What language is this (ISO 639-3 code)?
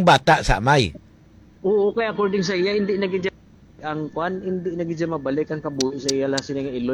hil